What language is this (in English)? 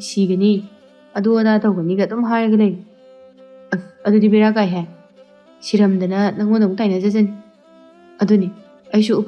Manipuri